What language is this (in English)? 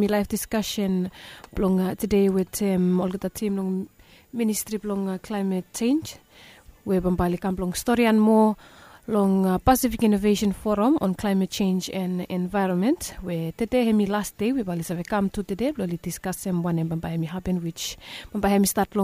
Bislama